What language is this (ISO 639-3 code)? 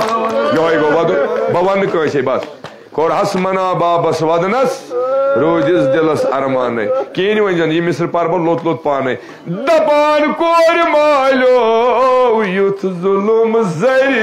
kas